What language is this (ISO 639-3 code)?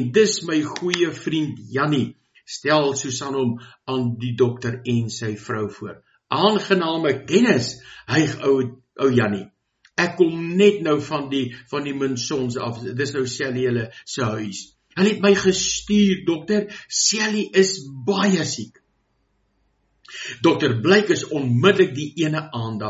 afr